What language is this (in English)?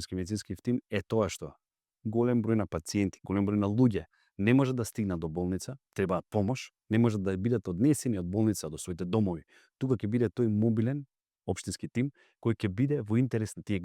Macedonian